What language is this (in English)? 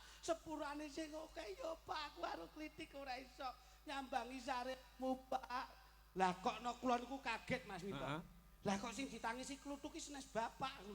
Javanese